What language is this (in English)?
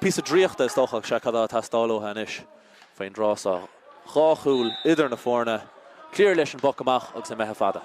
Irish